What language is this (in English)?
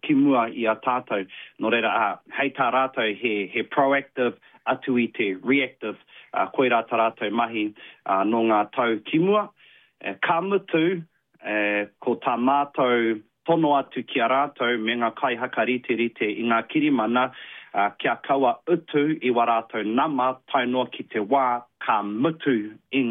Māori